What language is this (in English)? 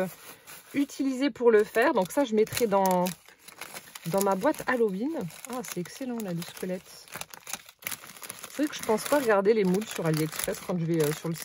French